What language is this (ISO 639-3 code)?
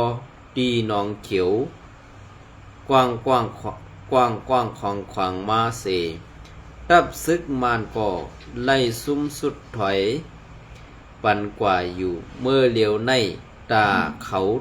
shn